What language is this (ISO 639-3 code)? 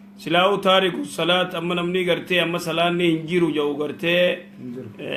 orm